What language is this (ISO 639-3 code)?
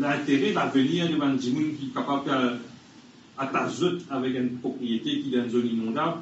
mfe